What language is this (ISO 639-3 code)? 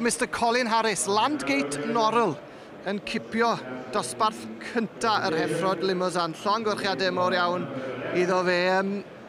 cym